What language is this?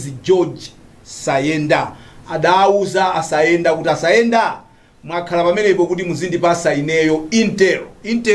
Nyanja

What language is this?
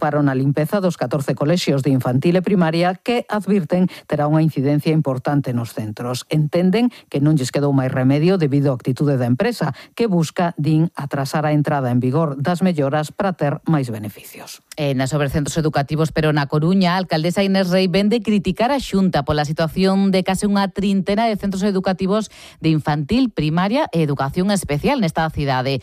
Galician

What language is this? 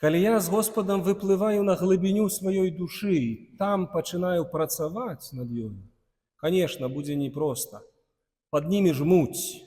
Belarusian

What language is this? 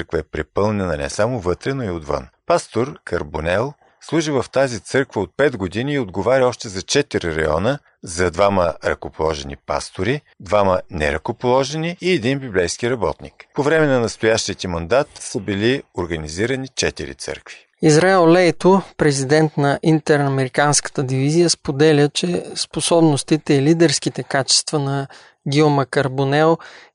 Bulgarian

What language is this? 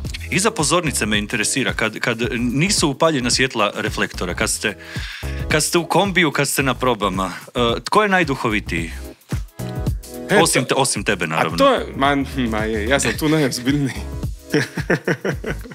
Croatian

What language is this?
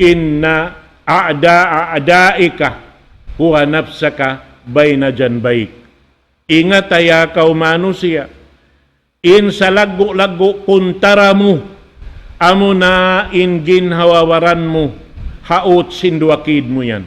Tausug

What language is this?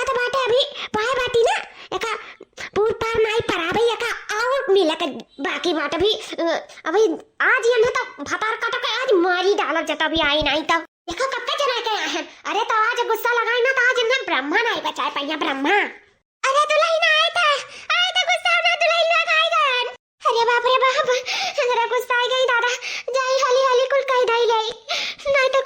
Awadhi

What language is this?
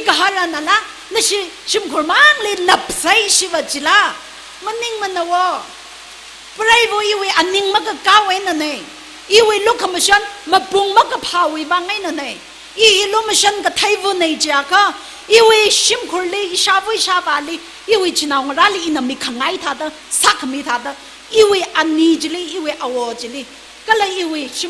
Tangkhul Naga (India)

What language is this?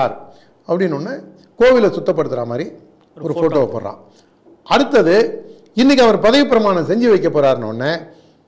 Tamil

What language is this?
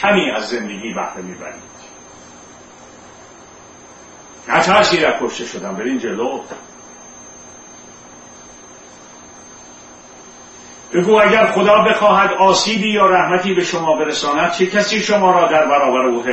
Persian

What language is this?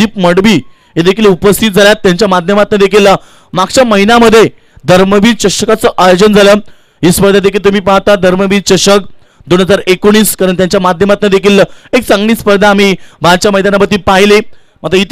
Marathi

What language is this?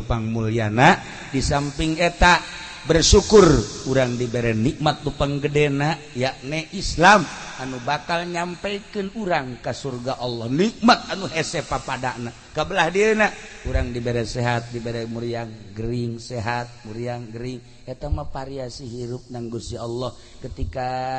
Sundanese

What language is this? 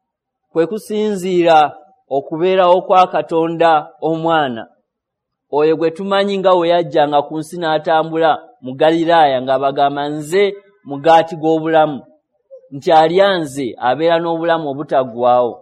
Ganda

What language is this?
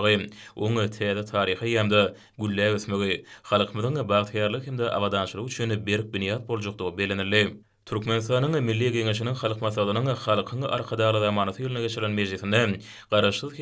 Turkmen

